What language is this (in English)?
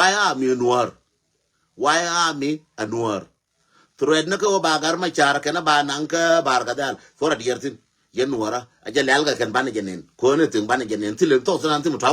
Nuer